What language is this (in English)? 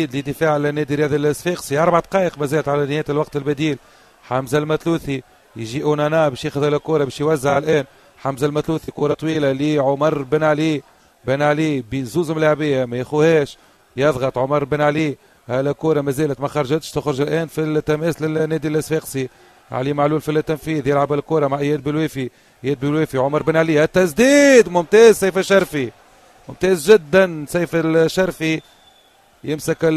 Tunisian Arabic